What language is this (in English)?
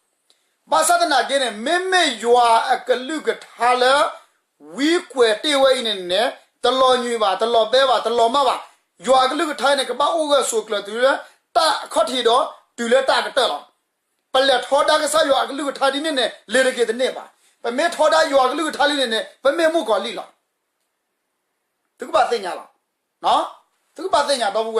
S'gaw Karen